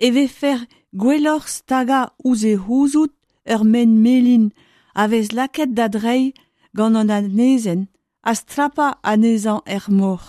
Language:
Breton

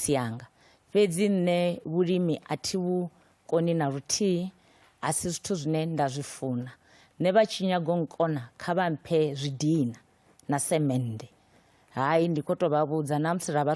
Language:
Venda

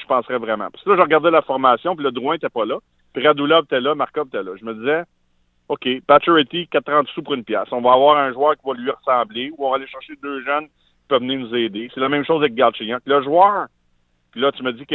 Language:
French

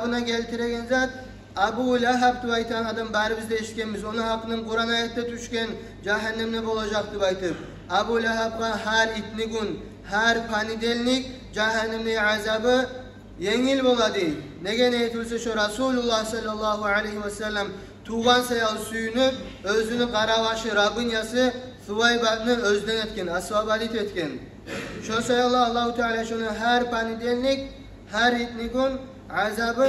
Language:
Kumyk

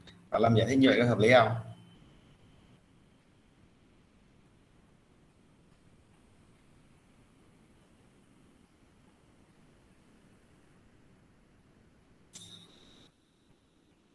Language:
Vietnamese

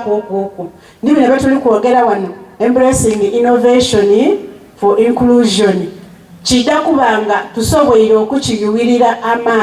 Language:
Soga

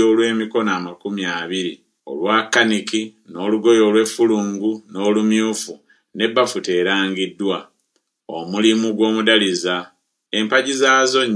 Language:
Ganda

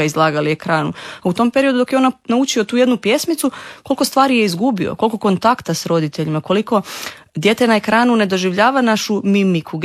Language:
Croatian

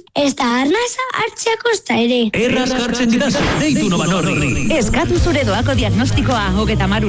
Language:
Basque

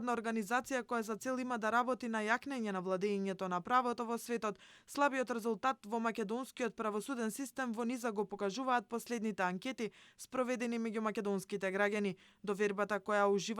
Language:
Macedonian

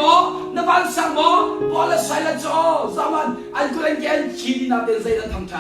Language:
Hakha Chin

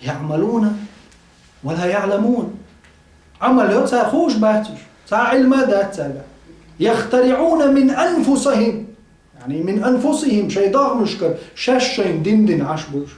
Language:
Chechen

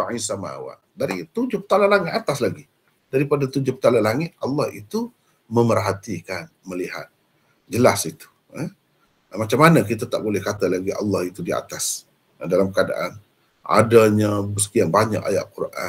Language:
Malay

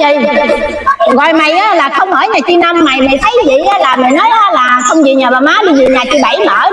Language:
Vietnamese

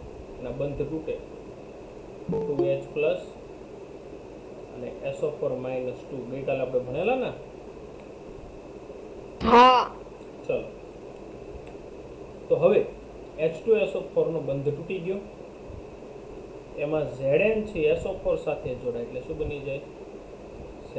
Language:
Gujarati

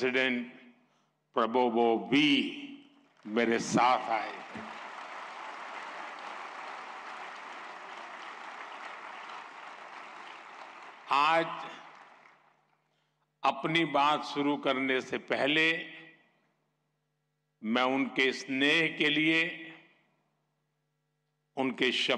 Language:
Hindi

